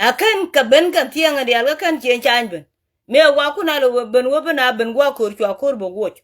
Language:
Nuer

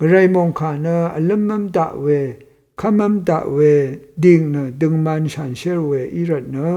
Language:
Rawang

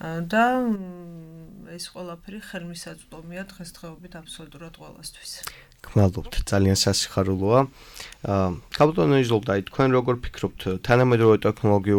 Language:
Georgian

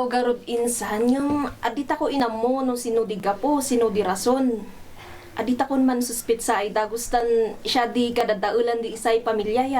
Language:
Kankanaey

